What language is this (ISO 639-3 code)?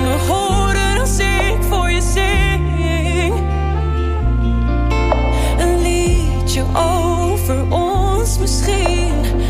nld